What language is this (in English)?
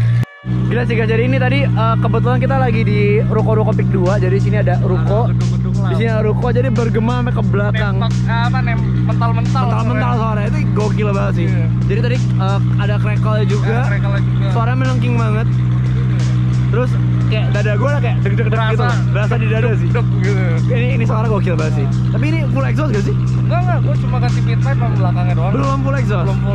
Indonesian